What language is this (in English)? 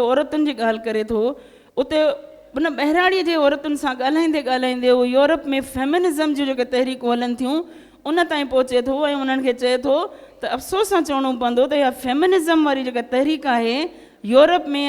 Sindhi